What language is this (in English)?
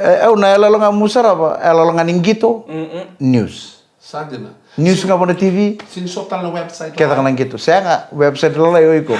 Fijian